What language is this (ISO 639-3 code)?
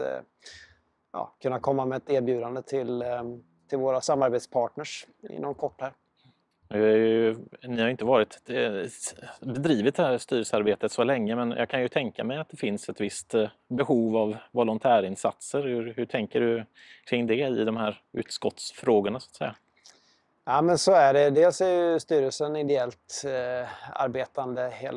swe